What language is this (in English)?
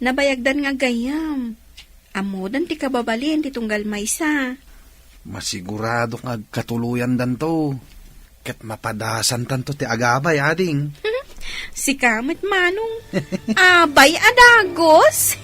Iloko